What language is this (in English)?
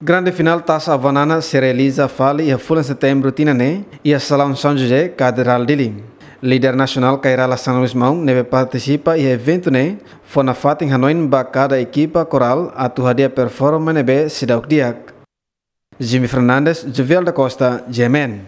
Tetum